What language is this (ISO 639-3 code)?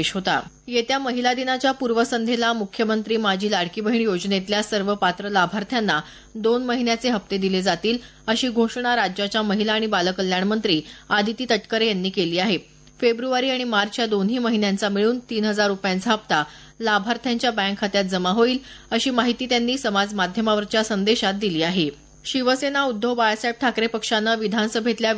mar